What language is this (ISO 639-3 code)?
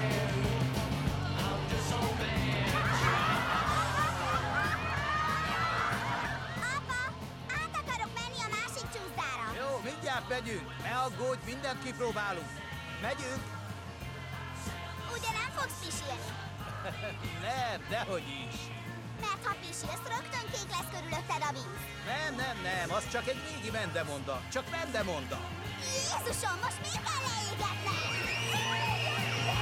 hun